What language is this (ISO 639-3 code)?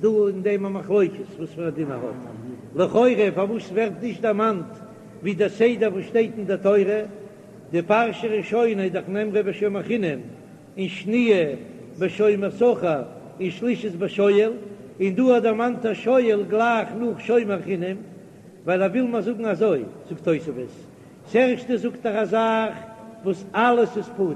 yid